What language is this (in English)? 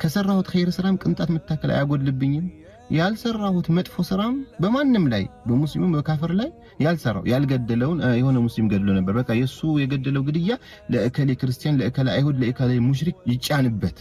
Amharic